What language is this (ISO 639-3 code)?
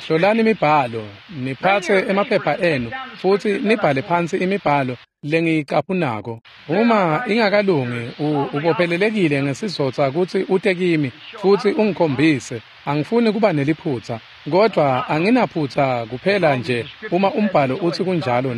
ssw